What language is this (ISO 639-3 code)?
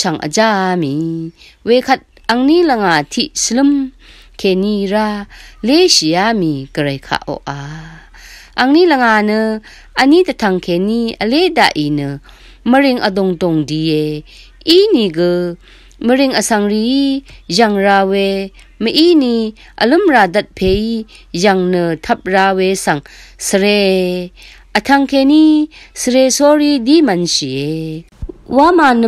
raw